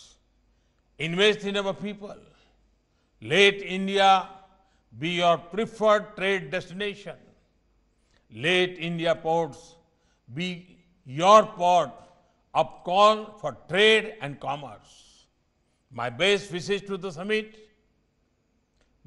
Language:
English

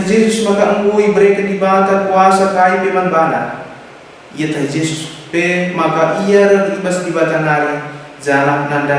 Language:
Batak Karo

